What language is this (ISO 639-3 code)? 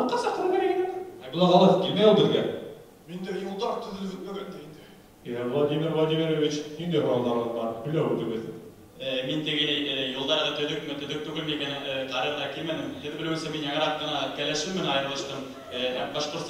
bak